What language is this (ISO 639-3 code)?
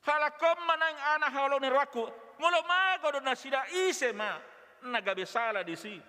bbc